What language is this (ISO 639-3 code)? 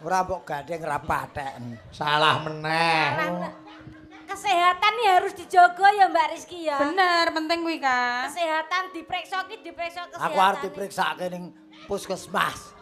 jav